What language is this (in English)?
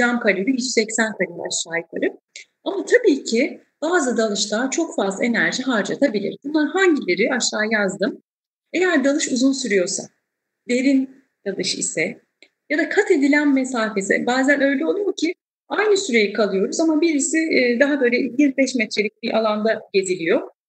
Turkish